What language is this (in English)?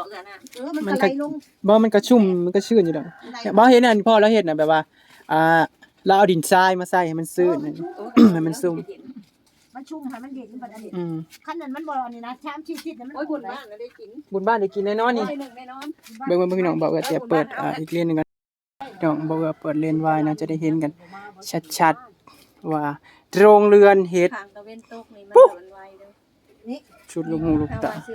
Northeastern Thai